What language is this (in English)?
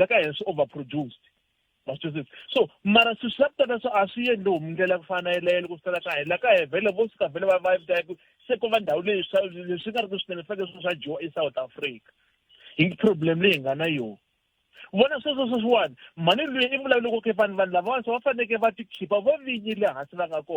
Tsonga